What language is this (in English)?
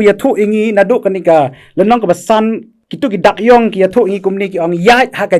Khasi